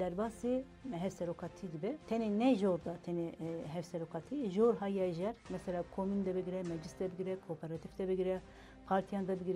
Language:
Kurdish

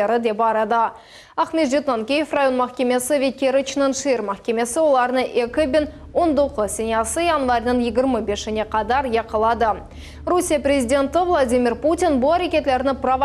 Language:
Crimean Tatar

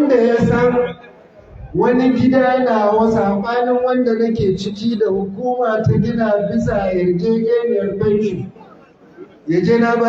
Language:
Hausa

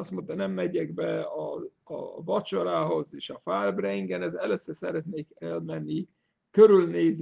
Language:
Hungarian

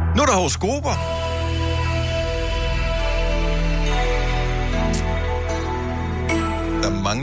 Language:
Danish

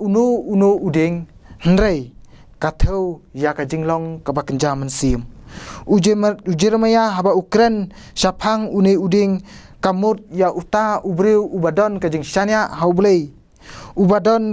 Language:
Khasi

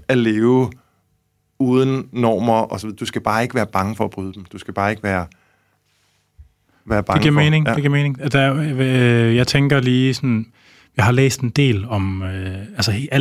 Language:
Danish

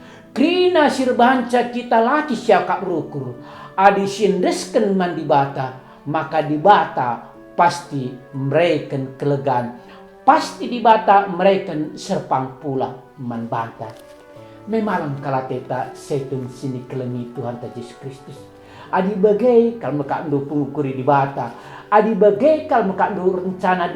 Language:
Batak Karo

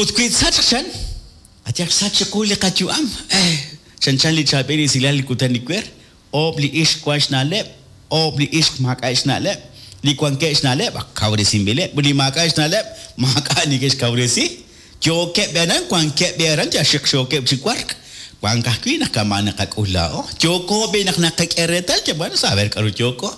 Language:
Kekchí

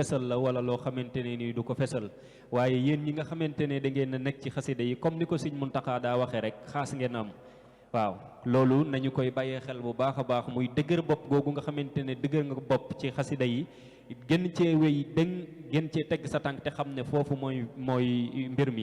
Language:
Wolof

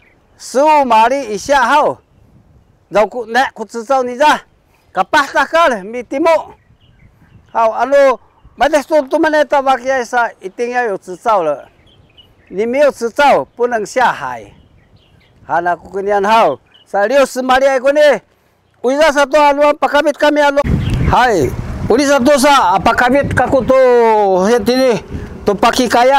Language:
Sakizaya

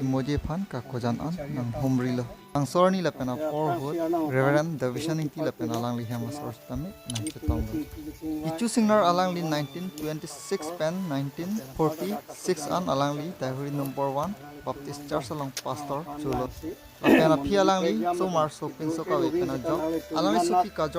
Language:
Karbi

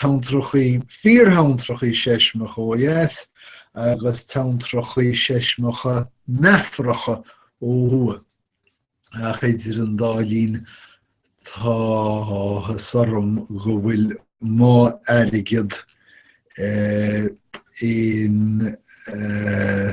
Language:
Irish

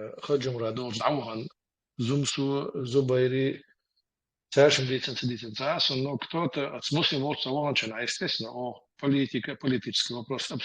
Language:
Chechen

